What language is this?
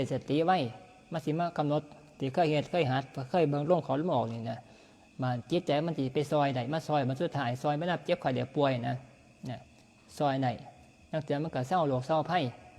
Northeastern Thai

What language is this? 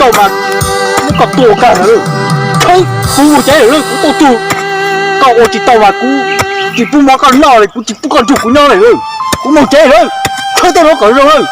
Hmong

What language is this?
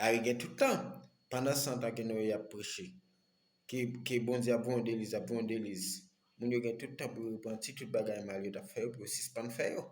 Haitian Creole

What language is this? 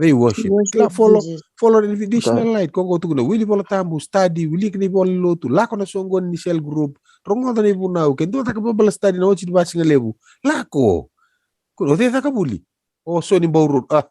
Fijian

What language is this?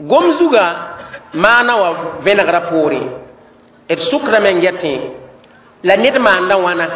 Mossi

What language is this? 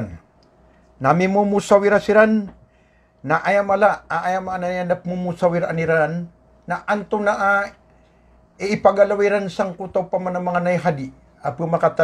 Maranao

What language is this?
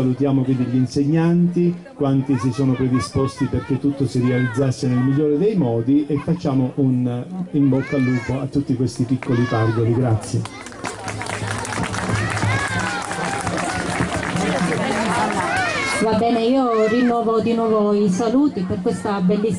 Italian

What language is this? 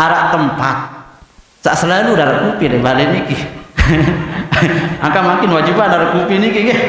Sasak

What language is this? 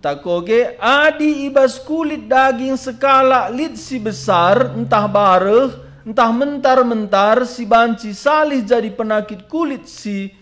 Batak Karo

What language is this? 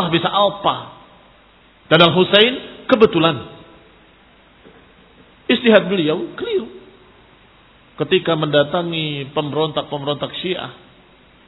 Indonesian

